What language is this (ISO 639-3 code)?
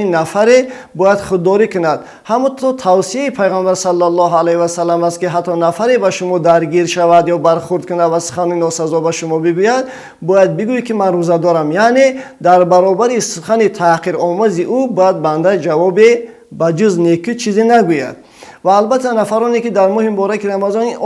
tgk